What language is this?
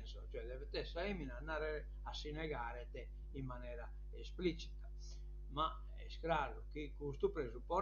Sardinian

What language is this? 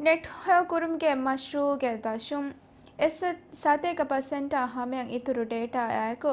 Divehi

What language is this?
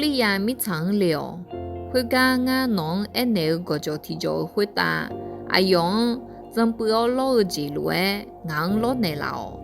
Akha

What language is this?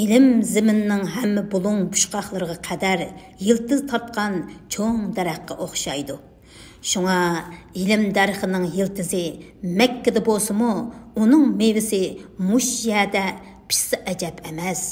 Uyghur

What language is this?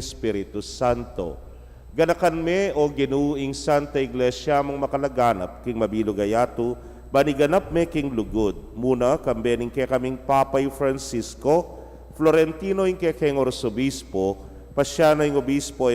Pampanga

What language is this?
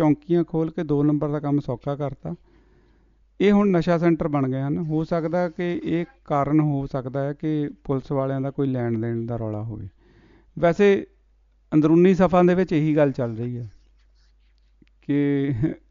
Punjabi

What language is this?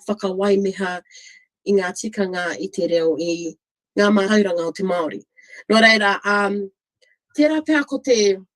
Māori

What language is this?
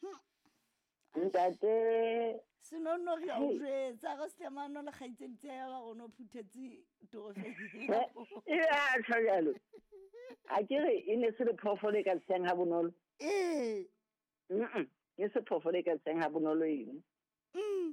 Southern Sotho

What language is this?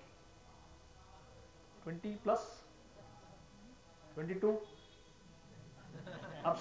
Hindi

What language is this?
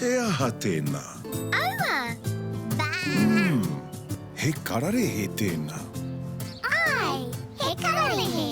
Māori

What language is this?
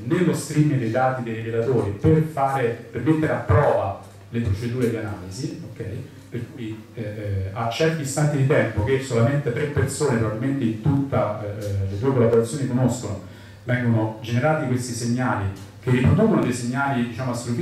Italian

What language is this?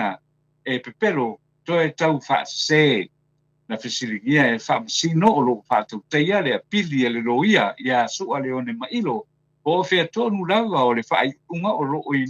Samoan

